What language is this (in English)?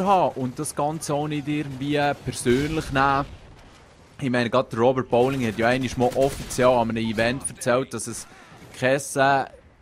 Swiss German